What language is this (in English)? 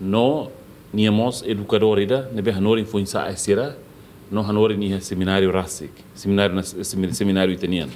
Tetum